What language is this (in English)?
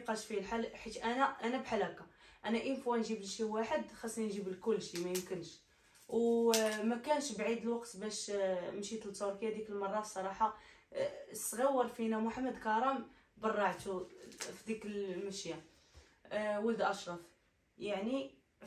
Moroccan Arabic